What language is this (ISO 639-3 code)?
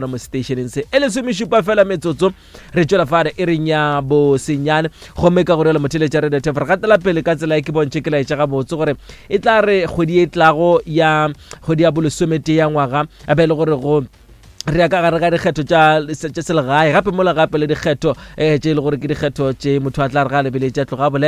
nso